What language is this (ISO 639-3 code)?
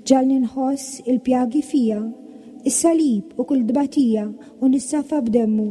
mlt